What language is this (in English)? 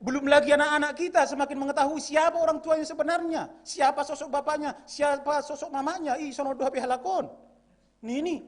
Batak Simalungun